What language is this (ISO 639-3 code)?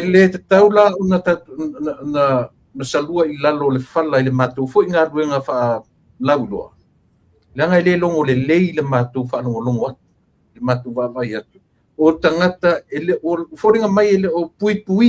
smo